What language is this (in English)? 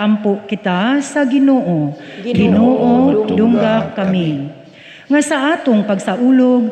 Cebuano